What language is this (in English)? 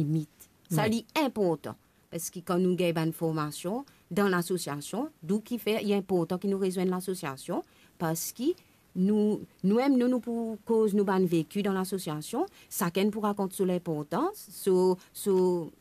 Morisyen